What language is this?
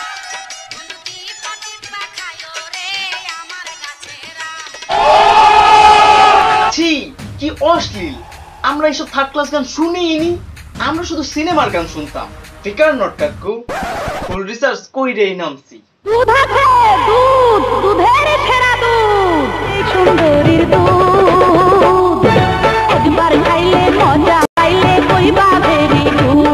Bangla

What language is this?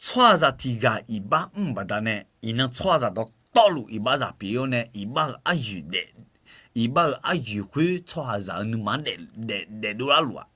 Akha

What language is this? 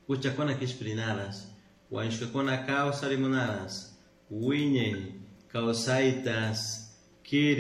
Chimborazo Highland Quichua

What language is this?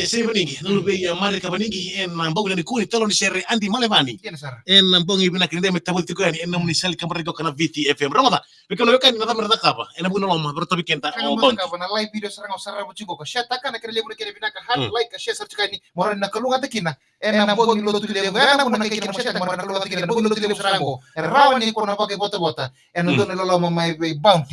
Fijian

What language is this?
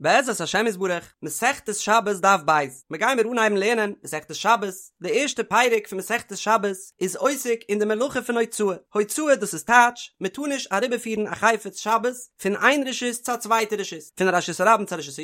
Yiddish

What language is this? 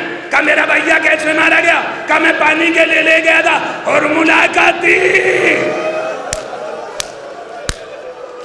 Urdu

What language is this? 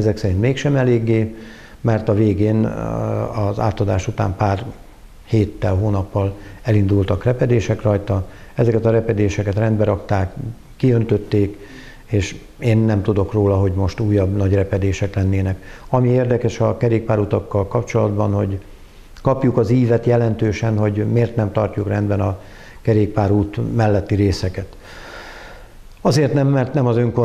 Hungarian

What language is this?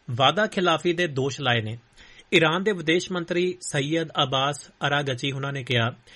Punjabi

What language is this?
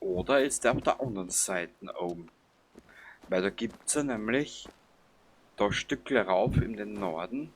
Bavarian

